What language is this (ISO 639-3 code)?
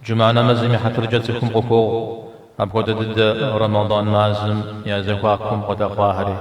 kbd